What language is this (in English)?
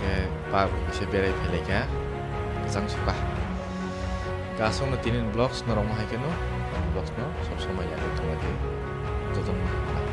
Kok Borok